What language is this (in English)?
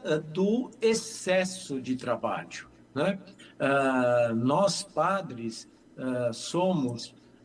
Portuguese